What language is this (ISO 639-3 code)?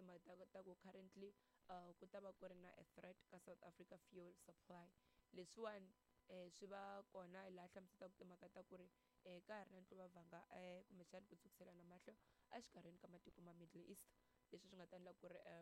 tso